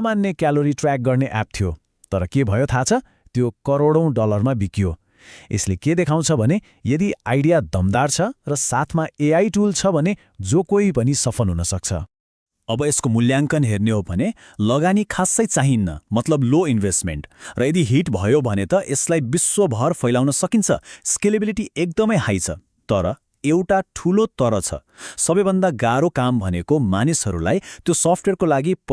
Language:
Nepali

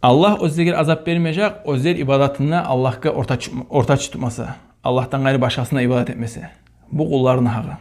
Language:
Kumyk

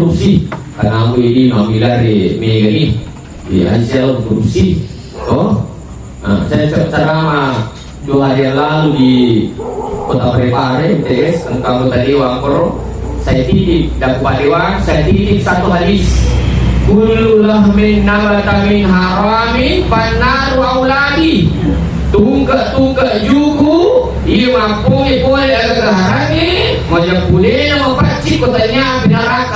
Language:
Buginese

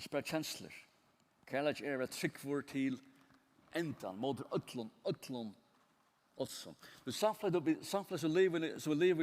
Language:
Faroese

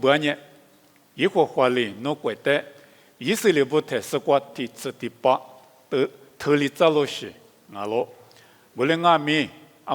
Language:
Lisu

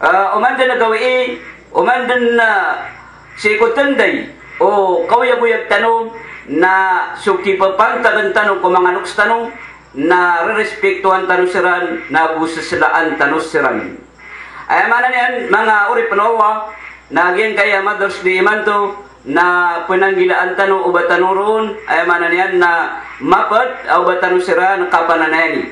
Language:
Maranao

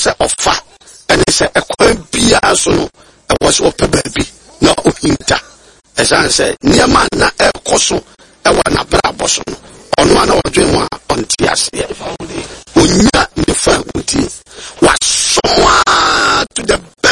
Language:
Akan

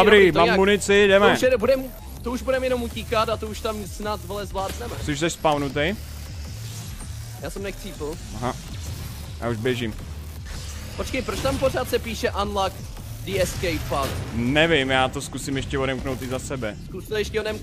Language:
Czech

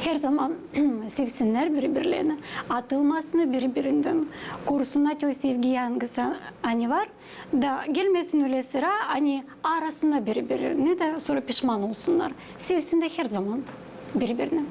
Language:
Gagauz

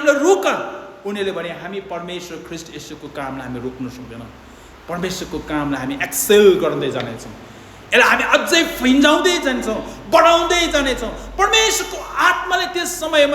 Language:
Nepali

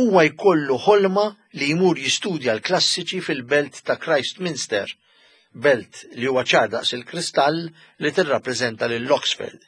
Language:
Maltese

